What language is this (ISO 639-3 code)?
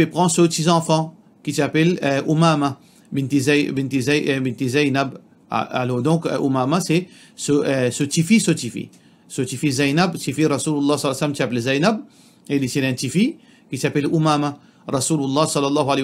mfe